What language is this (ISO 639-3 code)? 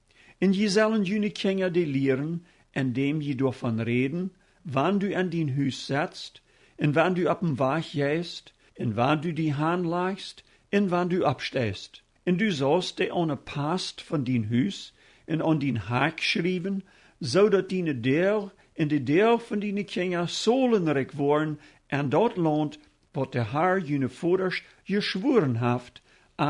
pdt